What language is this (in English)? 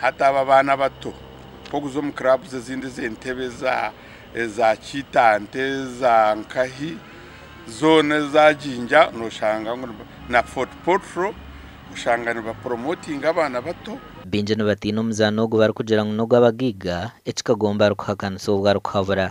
Nyankole